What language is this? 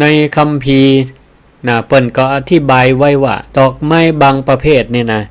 Northern Thai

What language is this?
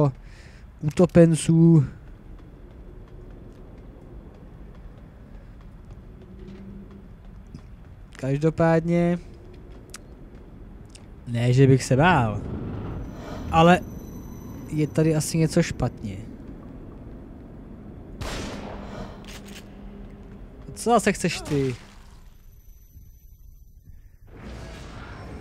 Czech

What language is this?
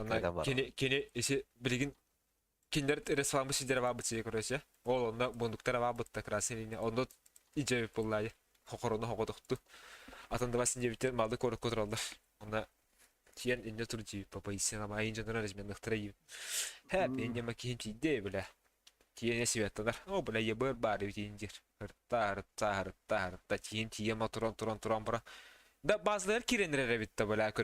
Yakut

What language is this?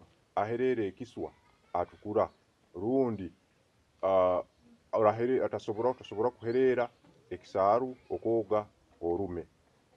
Nyoro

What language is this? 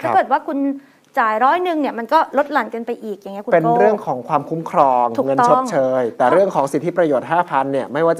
Thai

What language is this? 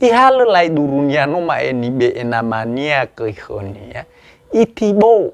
Nias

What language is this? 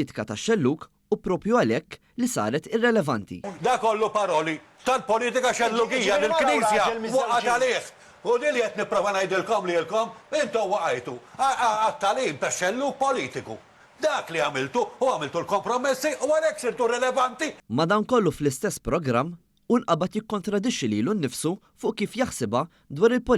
Maltese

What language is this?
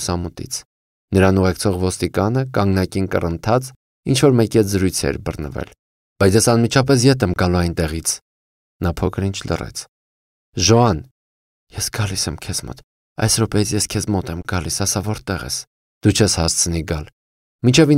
Armenian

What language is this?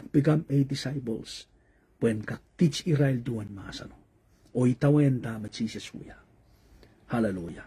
Pohnpeian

